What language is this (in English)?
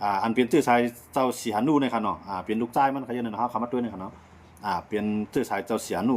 Shan